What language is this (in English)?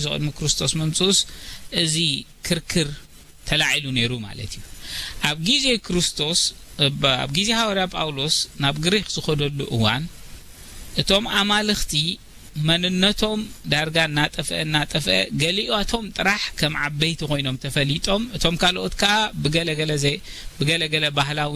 Tigrinya